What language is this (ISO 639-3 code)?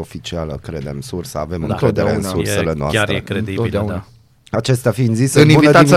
ron